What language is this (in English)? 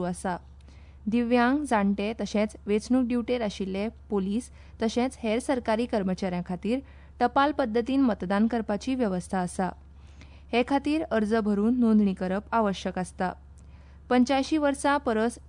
Konkani